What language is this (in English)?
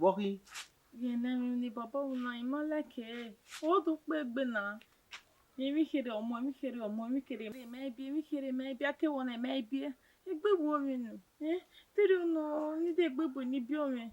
Bini